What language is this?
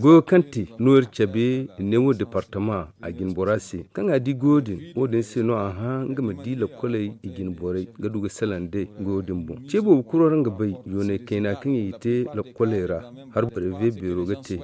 Zarma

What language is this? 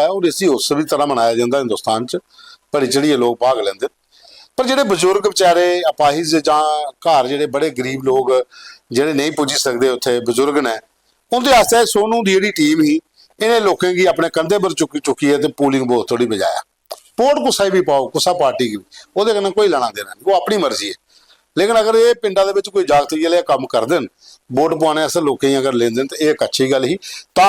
Dogri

